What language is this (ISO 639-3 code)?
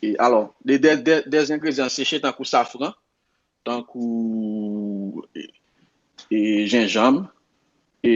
hat